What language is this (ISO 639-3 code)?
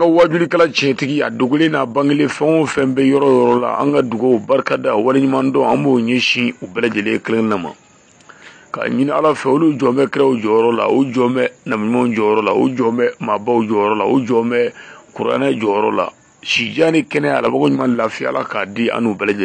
bam